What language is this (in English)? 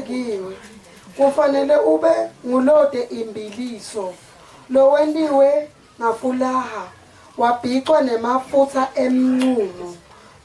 Zulu